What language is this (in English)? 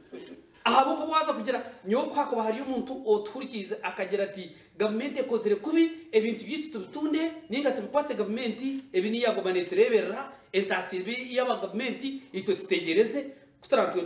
Nyankole